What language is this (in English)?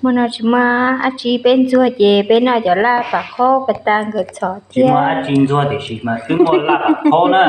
Hmong